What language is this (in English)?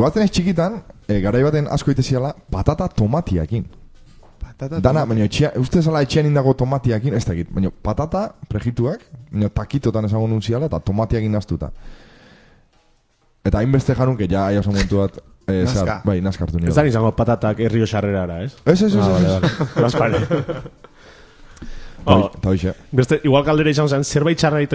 Basque